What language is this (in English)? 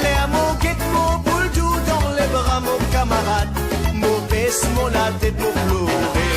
Morisyen